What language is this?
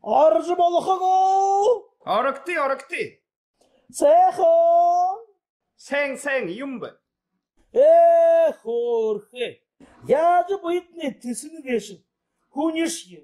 Buriat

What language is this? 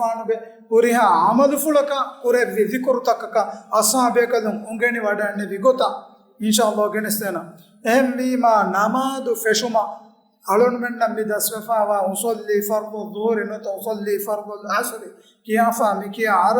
Divehi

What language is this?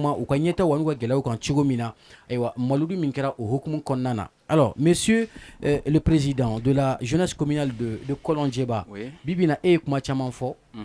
Bambara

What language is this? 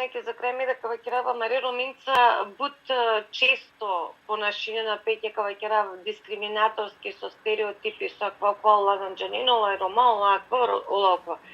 Balkan Romani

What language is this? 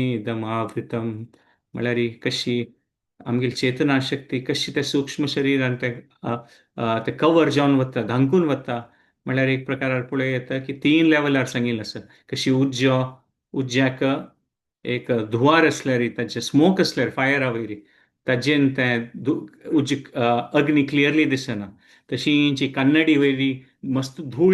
Konkani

